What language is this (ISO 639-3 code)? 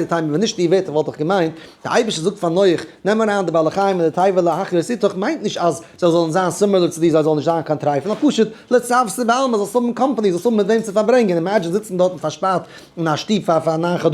yid